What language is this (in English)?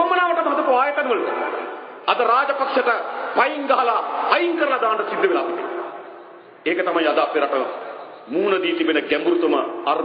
Sinhala